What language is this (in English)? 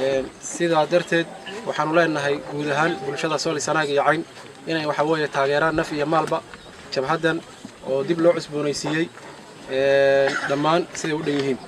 Somali